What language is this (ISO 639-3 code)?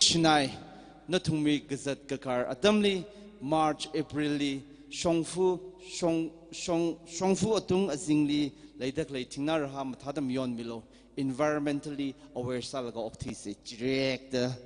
nmf